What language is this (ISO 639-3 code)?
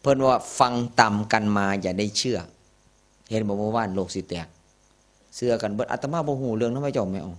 tts